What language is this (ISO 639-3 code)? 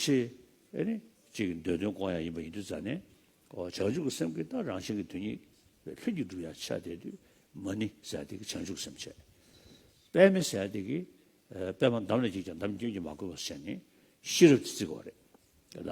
bod